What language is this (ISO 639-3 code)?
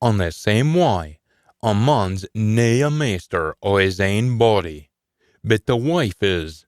sco